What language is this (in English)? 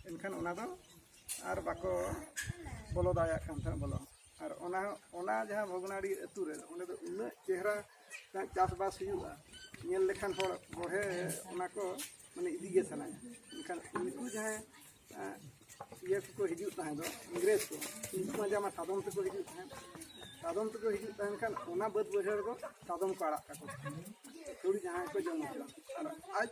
Santali